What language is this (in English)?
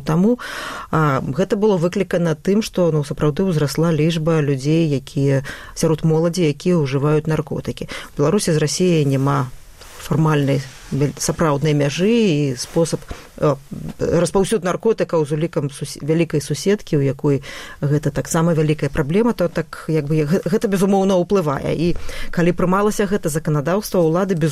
Belarusian